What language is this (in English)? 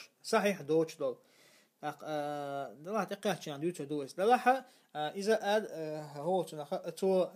Chechen